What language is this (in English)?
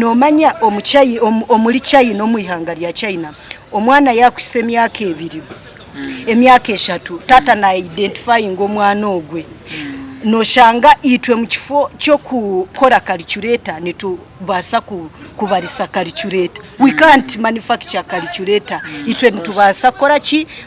Nyankole